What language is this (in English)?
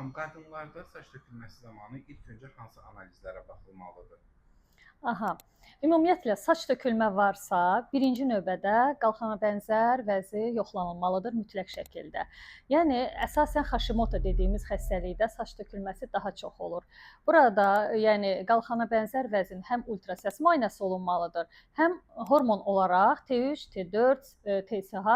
Azerbaijani